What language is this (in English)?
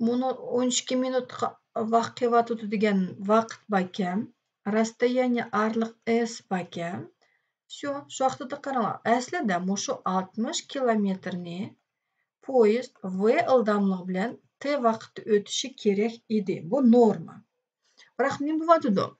Uyghur